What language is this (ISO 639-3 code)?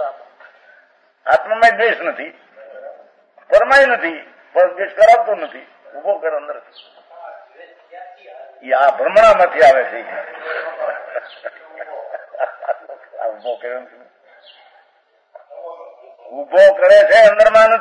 guj